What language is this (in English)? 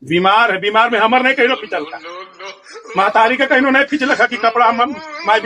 Magahi